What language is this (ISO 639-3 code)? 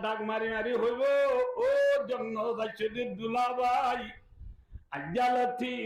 rhg